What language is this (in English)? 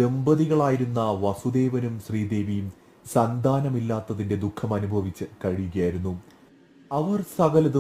Malayalam